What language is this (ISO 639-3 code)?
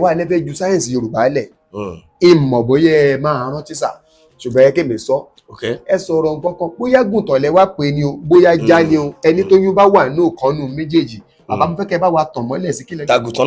yor